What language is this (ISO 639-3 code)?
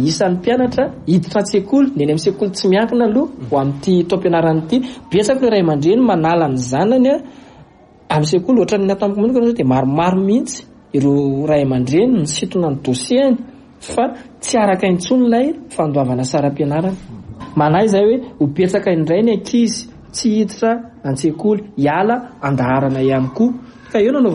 mlg